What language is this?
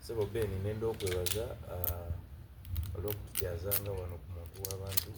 Soga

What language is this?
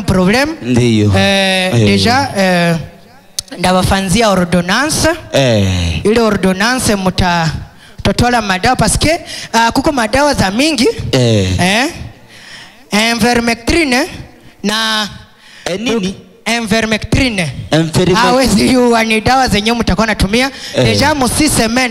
Swahili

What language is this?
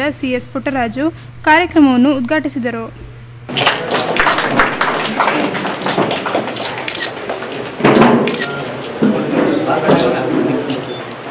Kannada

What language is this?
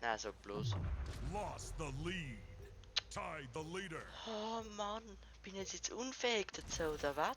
Bavarian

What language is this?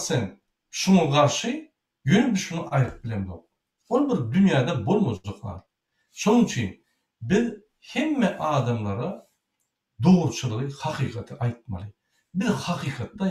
Turkmen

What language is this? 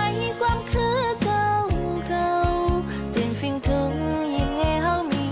Shan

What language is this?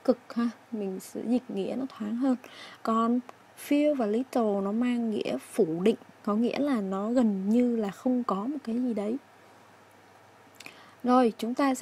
Vietnamese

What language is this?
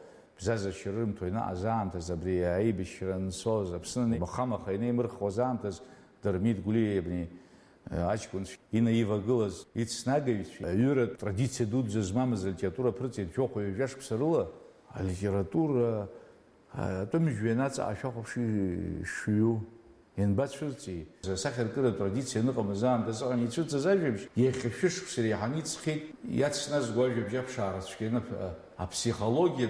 Abkhazian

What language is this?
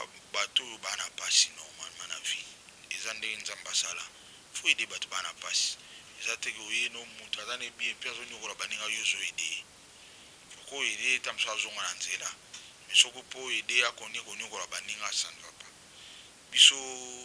Lingala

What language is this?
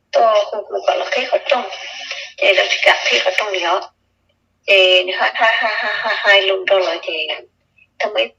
Hmong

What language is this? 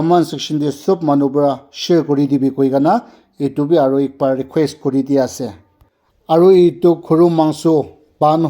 Naga Pidgin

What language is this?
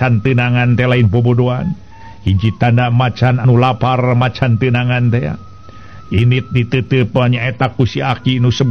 Sundanese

